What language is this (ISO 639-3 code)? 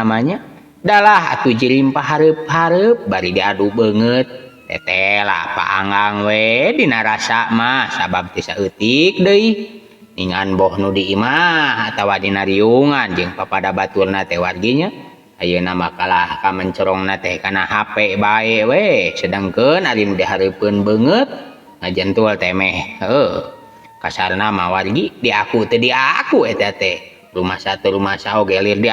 sun